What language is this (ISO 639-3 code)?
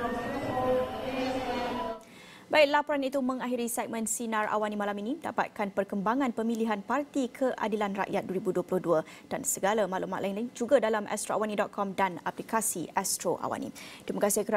msa